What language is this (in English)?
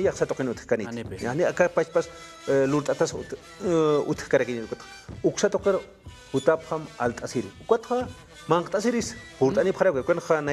Aymara